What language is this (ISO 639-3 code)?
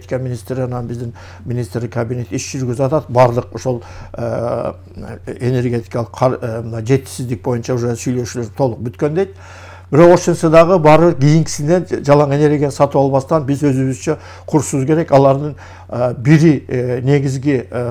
kir